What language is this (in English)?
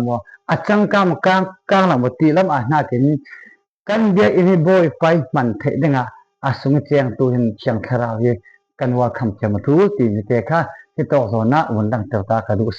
Falam Chin